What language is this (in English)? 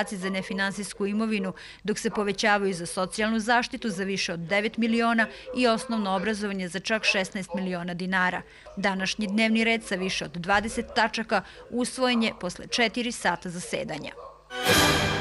Serbian